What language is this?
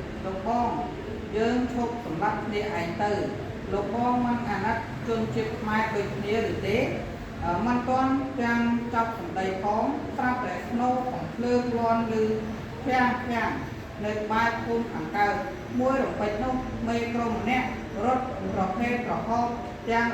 Khmer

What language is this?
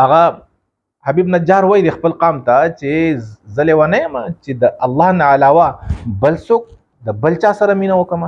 Pashto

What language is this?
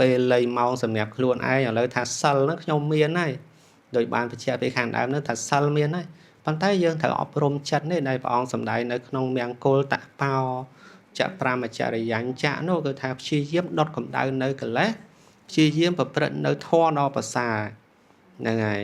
Khmer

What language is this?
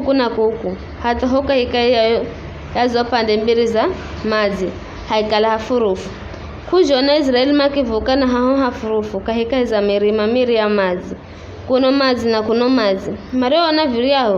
Giryama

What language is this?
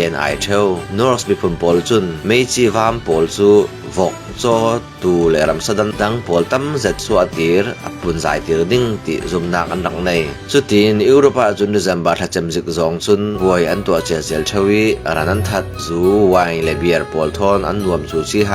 Falam Chin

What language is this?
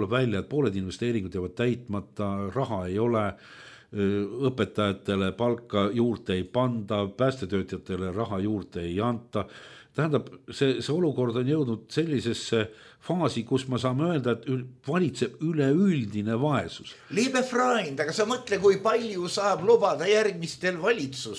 Estonian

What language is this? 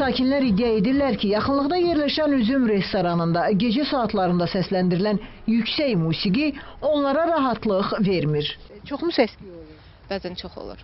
Azerbaijani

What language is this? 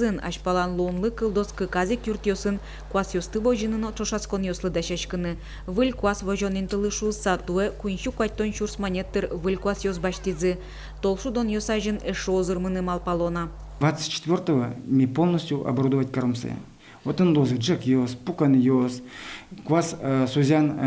Udmurt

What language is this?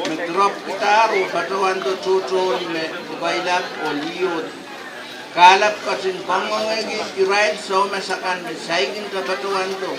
Pohnpeian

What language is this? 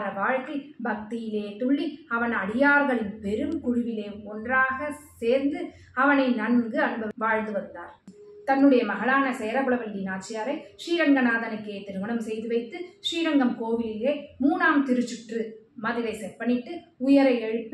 Tamil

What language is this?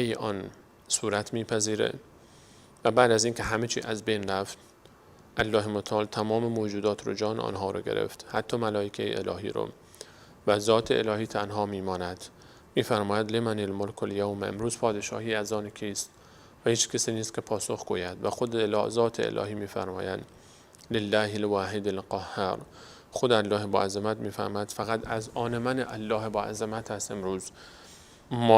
Persian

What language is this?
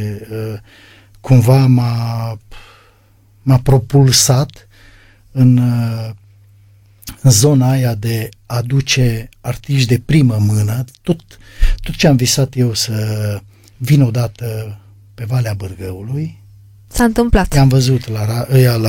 Romanian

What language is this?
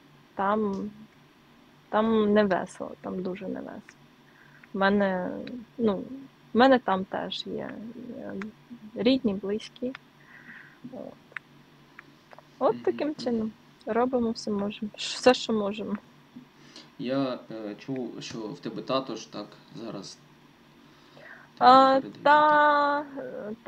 Ukrainian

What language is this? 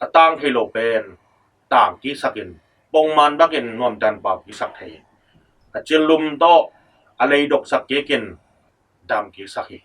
Tedim Chin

